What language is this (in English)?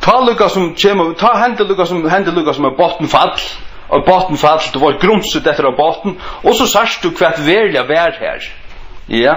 Faroese